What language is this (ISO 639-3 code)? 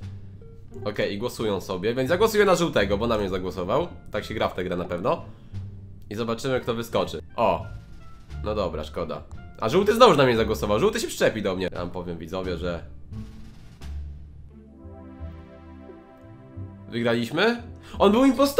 pol